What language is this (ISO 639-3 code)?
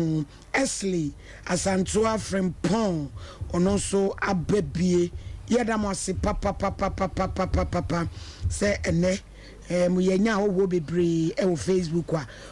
aka